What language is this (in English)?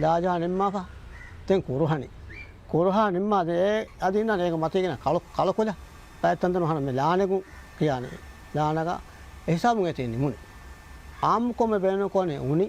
Divehi